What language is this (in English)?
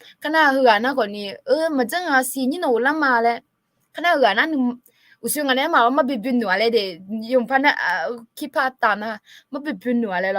Akha